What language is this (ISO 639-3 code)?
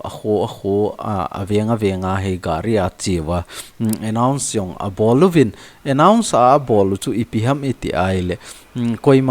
tcz